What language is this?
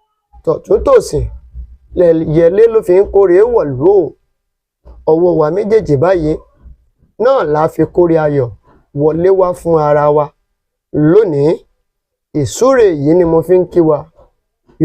Yoruba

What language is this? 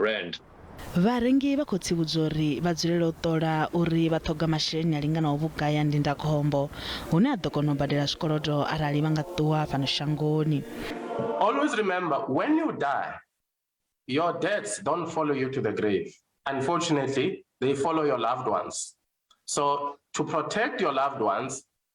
Venda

